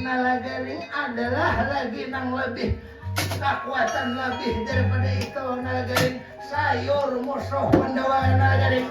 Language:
Banjar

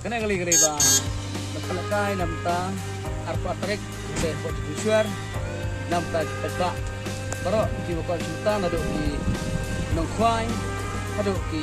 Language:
Khasi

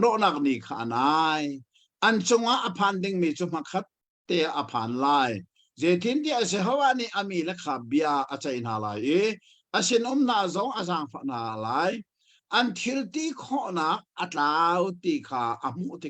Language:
Hakha Chin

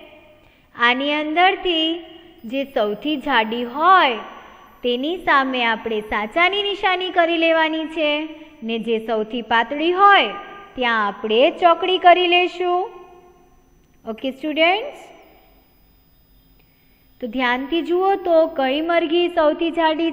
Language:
Gujarati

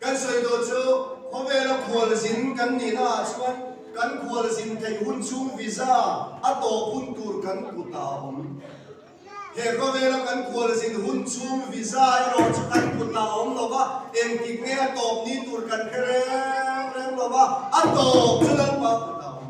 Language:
Mizo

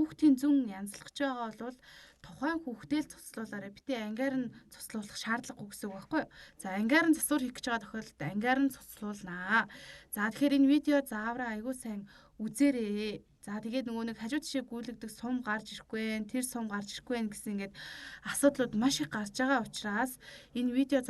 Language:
Mongolian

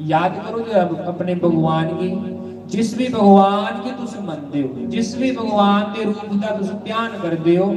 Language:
Dogri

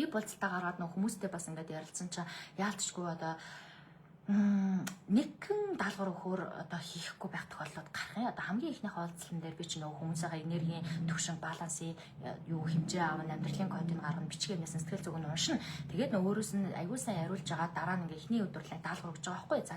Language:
Mongolian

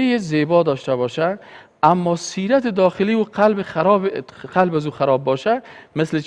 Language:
Persian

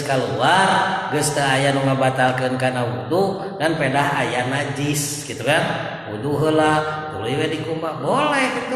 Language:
Sundanese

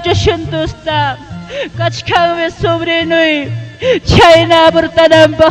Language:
Ayacucho Quechua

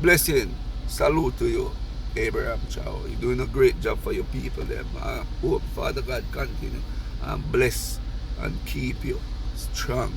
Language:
Jamaican Creole English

